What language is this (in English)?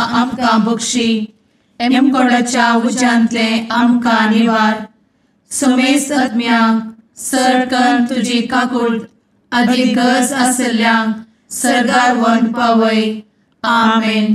Konkani